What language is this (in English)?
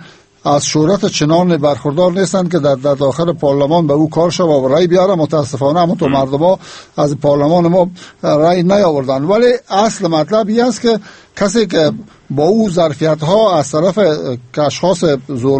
Persian